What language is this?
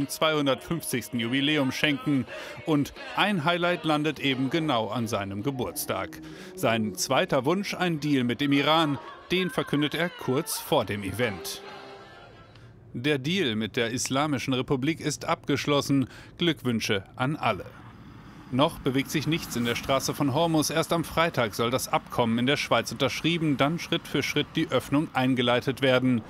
German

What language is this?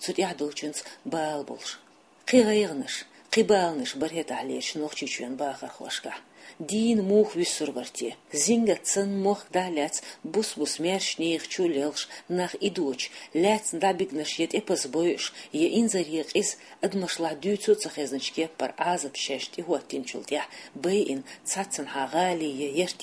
Chechen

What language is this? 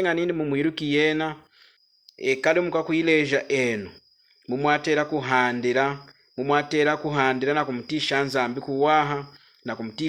Lunda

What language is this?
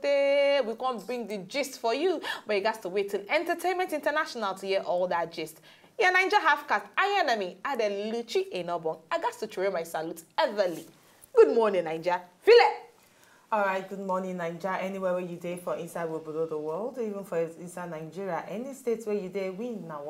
Nigerian Pidgin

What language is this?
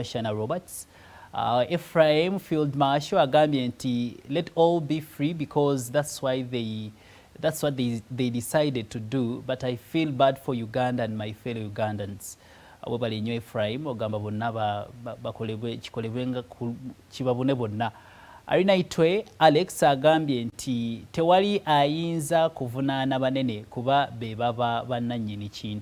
Ganda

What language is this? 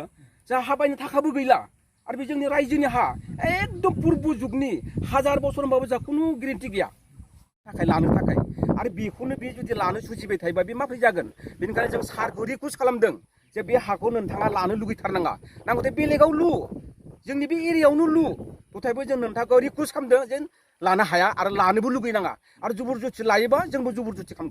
Bodo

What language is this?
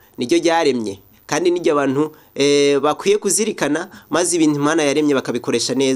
Rundi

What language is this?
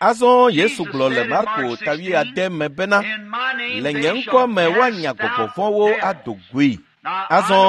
Ewe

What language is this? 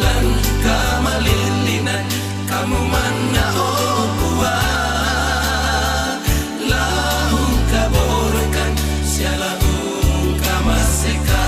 Toraja-Sa'dan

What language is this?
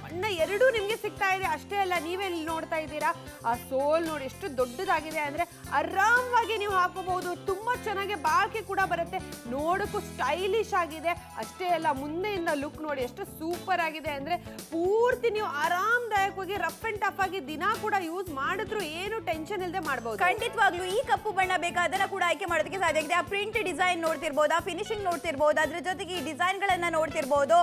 Kannada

